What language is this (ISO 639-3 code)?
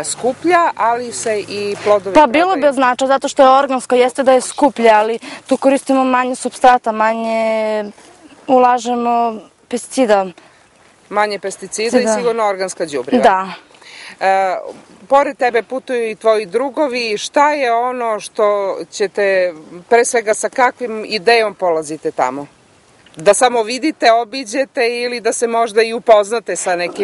srp